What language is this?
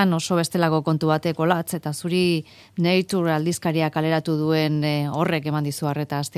Basque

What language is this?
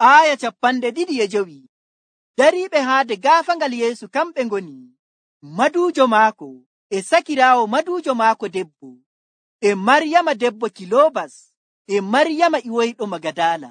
Nigerian Fulfulde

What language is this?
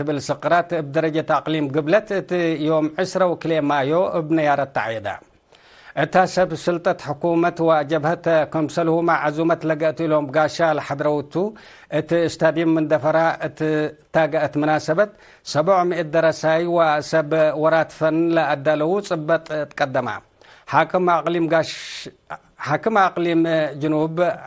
Tigre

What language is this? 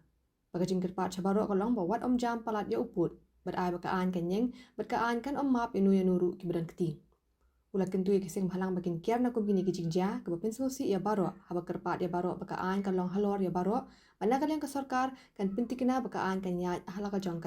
Khasi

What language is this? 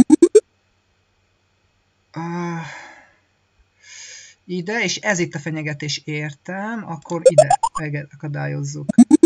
Hungarian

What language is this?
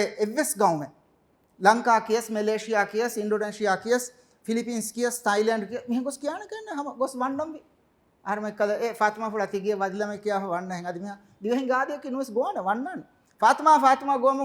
Divehi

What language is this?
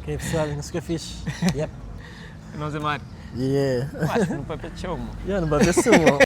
Kabuverdianu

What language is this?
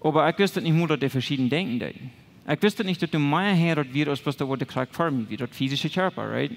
Plautdietsch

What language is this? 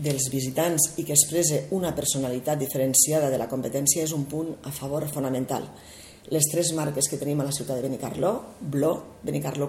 Catalan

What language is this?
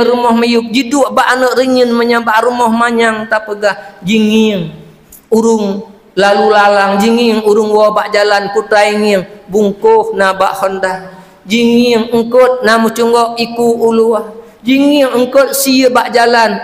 Achinese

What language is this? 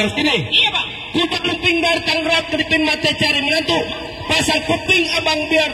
Betawi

